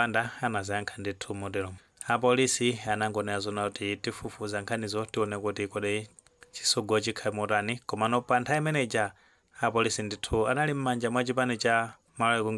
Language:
Nyanja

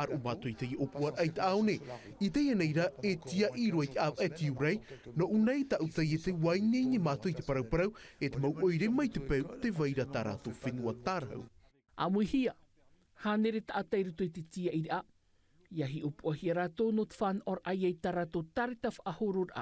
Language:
Tahitian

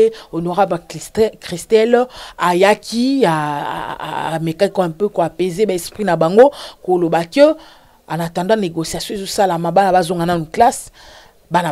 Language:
Lingala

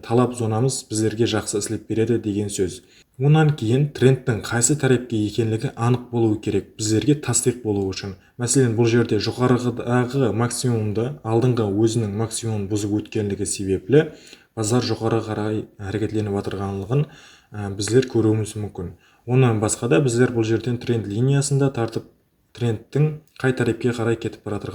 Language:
Kara-Kalpak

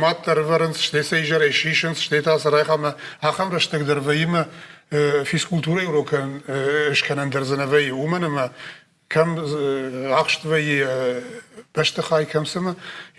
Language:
Ossetic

